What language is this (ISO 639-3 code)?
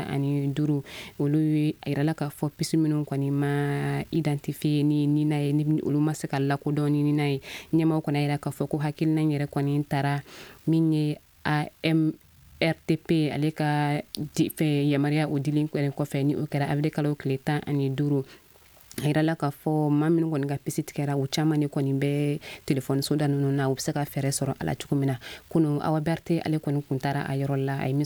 bam